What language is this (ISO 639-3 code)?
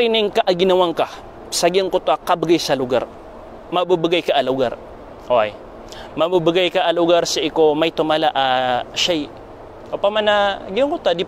mrw